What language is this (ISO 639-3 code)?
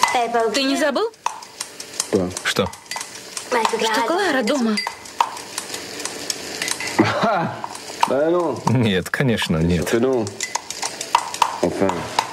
rus